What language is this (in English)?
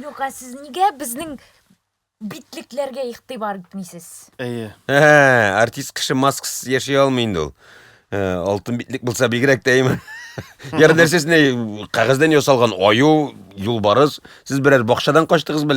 Tatar